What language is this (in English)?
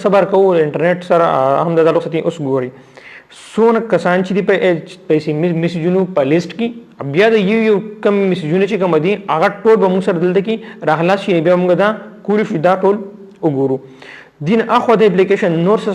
Pashto